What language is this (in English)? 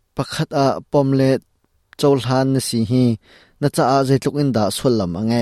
Hakha Chin